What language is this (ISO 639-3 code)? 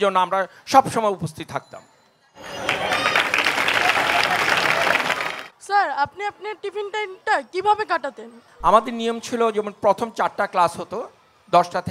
ben